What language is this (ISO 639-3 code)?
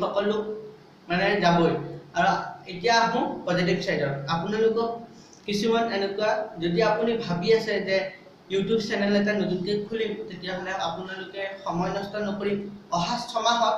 asm